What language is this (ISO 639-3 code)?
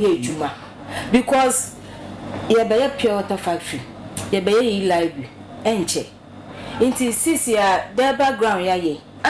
aka